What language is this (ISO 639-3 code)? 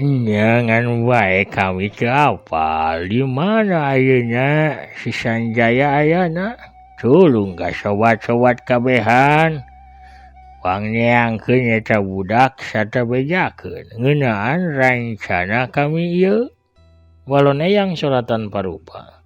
sun